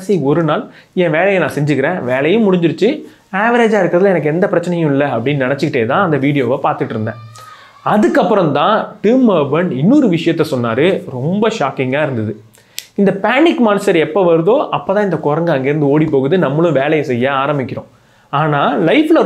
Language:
Tamil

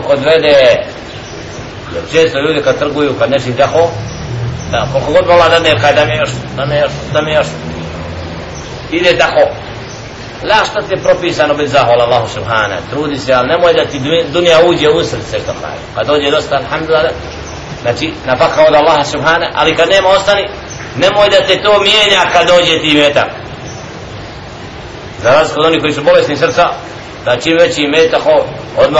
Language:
Bosnian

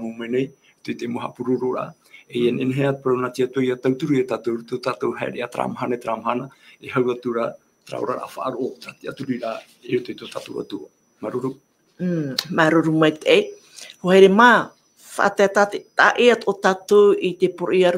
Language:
Tahitian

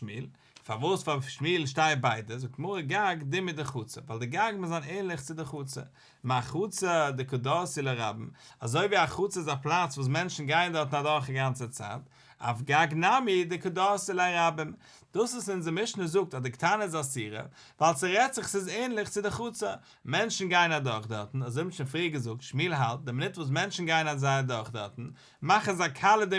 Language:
Yiddish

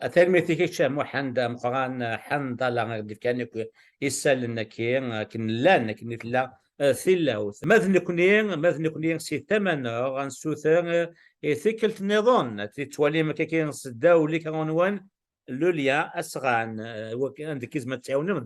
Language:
Kabyle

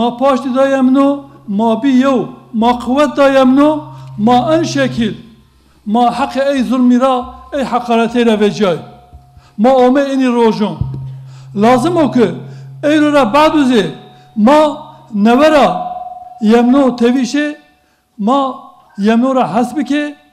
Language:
Zaza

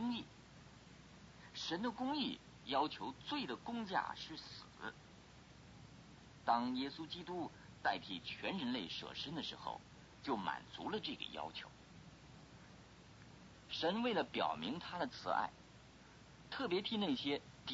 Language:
Chinese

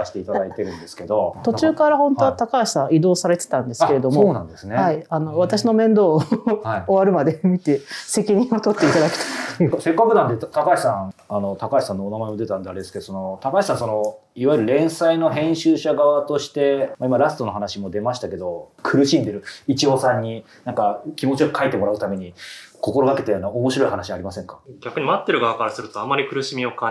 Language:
Japanese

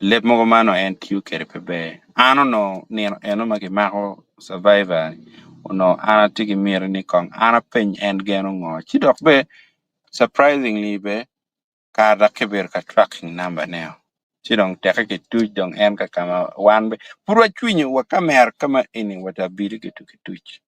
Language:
Acoli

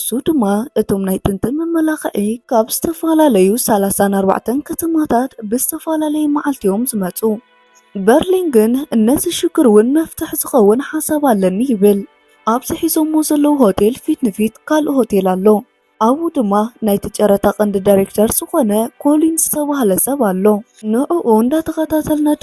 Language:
Tigrinya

